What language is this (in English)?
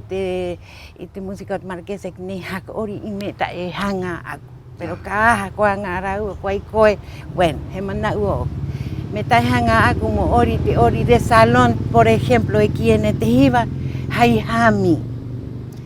Rapanui